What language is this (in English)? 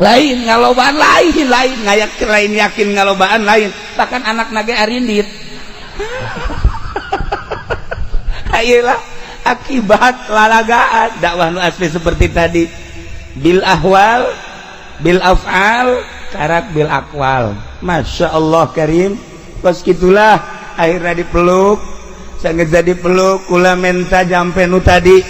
Sundanese